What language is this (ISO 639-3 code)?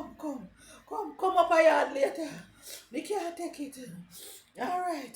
jam